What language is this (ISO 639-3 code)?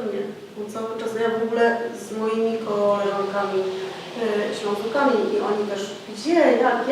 szl